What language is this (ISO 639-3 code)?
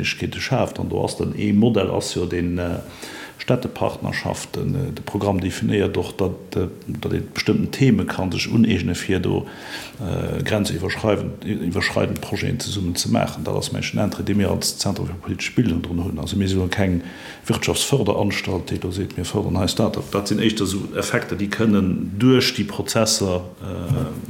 ltz